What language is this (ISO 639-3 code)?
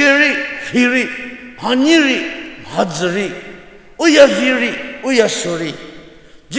njm